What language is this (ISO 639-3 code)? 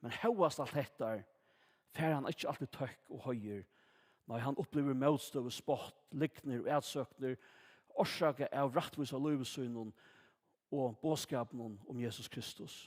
fao